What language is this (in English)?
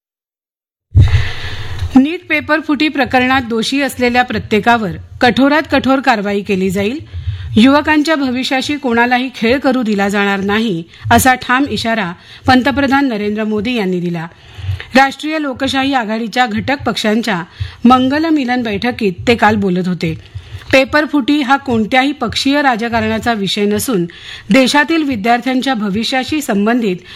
Marathi